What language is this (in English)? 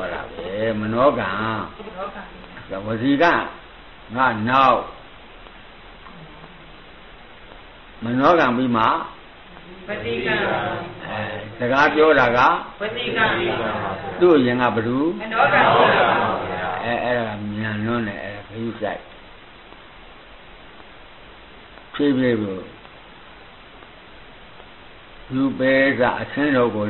Burmese